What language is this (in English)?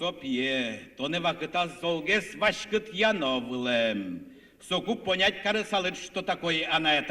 Udmurt